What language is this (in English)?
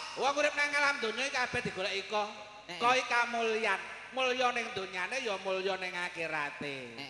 Javanese